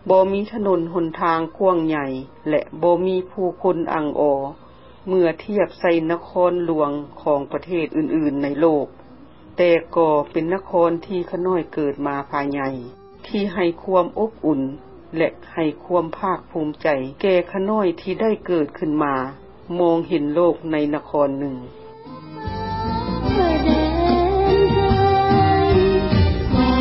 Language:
Lao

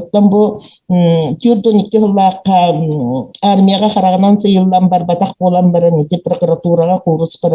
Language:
Yakut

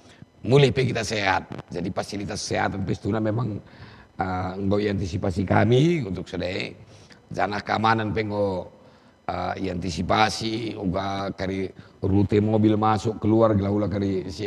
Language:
Batak Karo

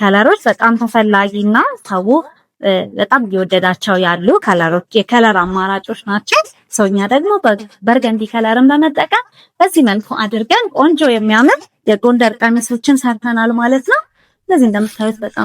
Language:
Amharic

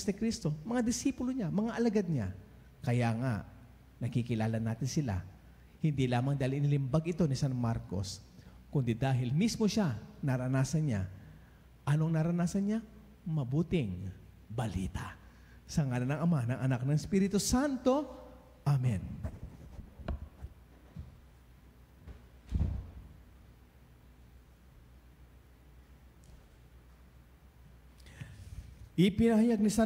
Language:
Filipino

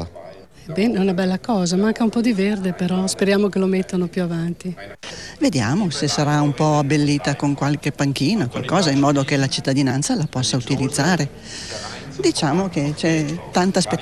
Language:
Italian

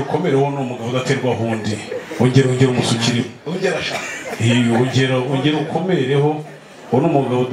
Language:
Kinyarwanda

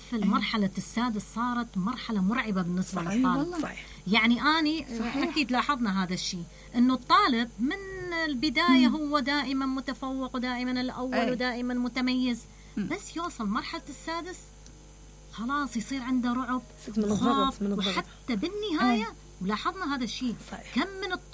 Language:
Mesopotamian Arabic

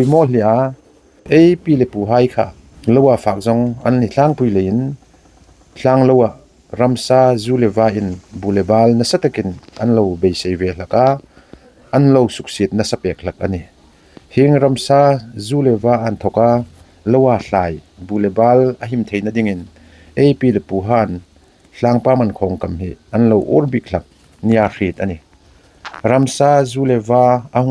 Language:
Hmar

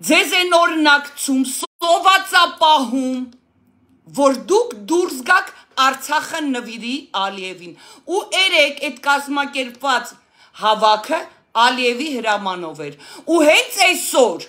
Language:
Armenian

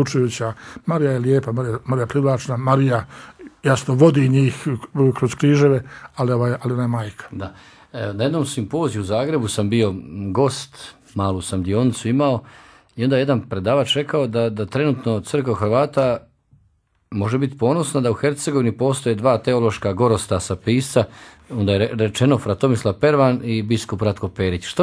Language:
Croatian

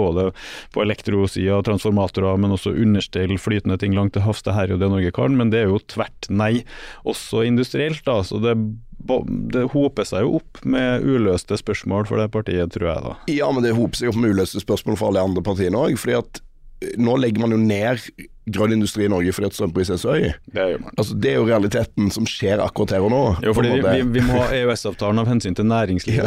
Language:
Norwegian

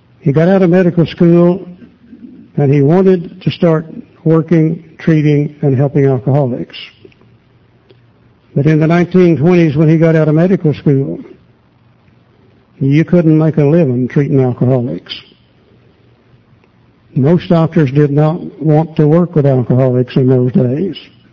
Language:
English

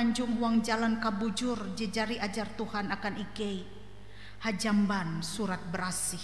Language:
Ngaju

